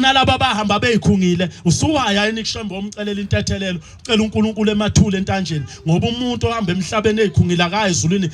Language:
Zulu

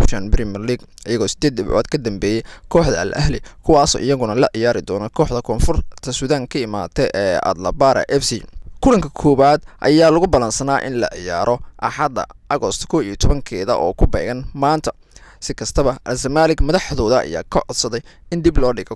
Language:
Somali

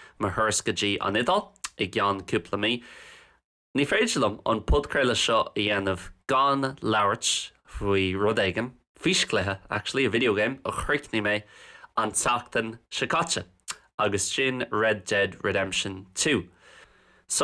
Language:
Irish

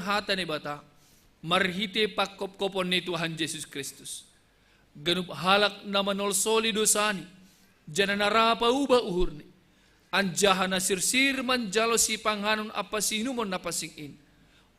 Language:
Batak Simalungun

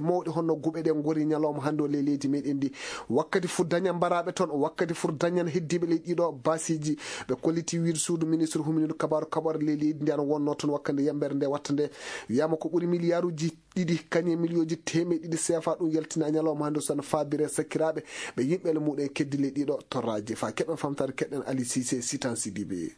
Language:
Fula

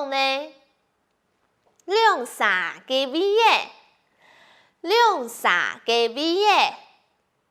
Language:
Hakka Chinese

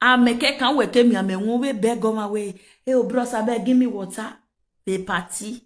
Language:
Nigerian Pidgin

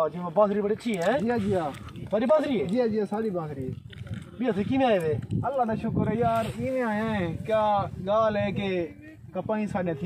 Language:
Saraiki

